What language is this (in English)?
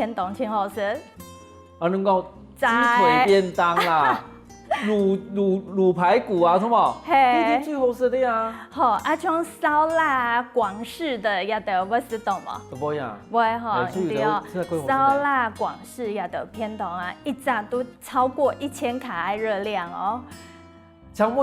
Hakka Chinese